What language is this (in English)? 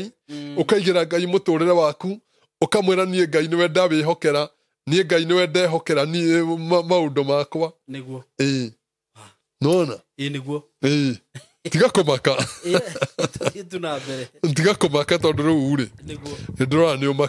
Kikuyu